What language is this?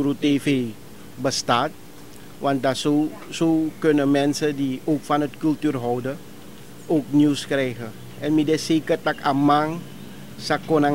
Sranan Tongo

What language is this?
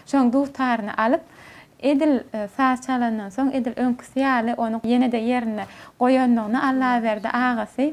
Turkmen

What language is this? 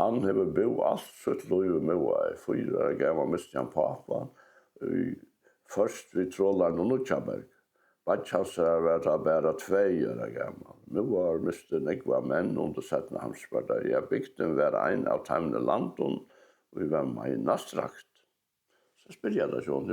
Faroese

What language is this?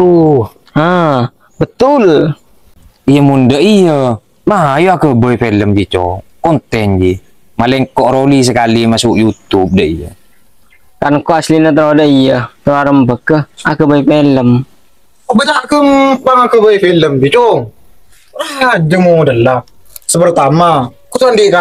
Madurese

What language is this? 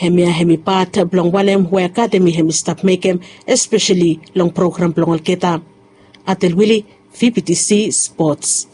Bislama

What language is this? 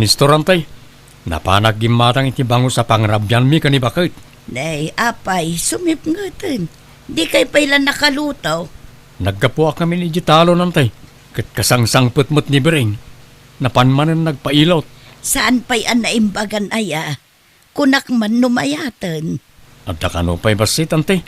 Iloko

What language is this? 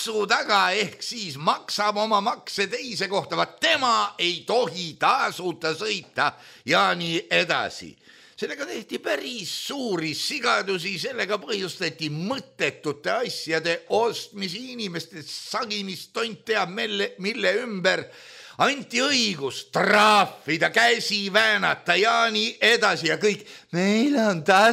Estonian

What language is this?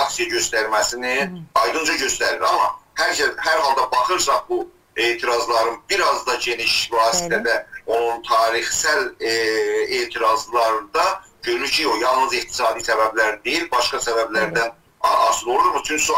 South Azerbaijani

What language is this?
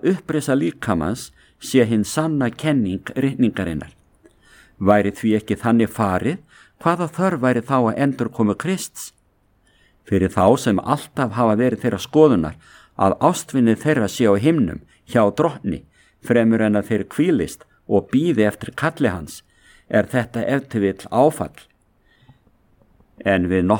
Icelandic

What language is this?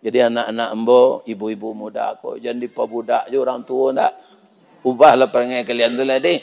Minangkabau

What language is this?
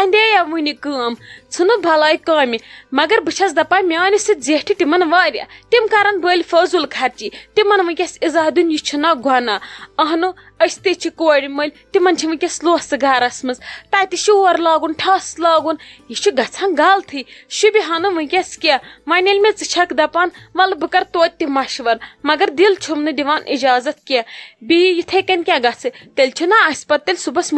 Kashmiri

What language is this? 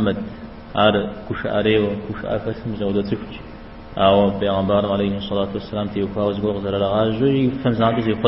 Kabardian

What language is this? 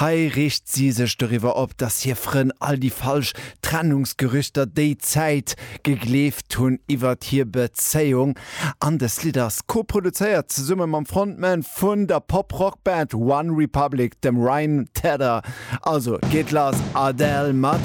Luxembourgish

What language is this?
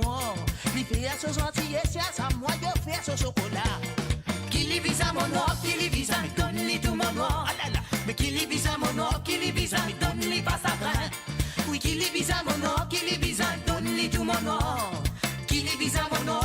Morisyen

